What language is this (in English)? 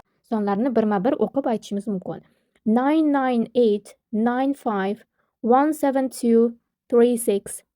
Uzbek